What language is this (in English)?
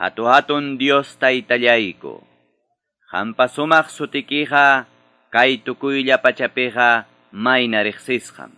Quechua